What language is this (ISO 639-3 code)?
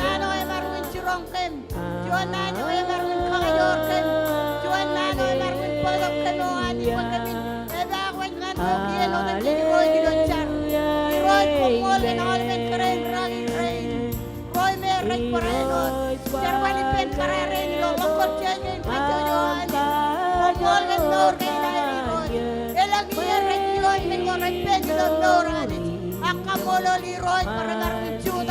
mah